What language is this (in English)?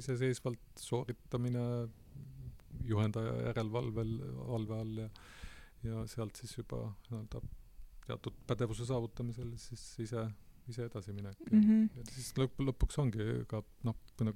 Estonian